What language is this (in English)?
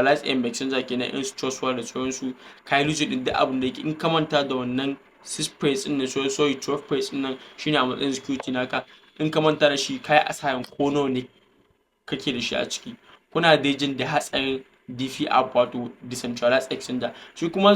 Hausa